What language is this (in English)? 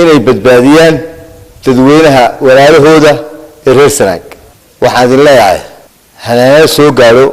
Somali